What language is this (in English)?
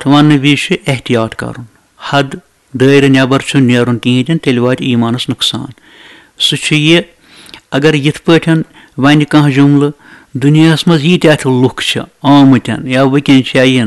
Kashmiri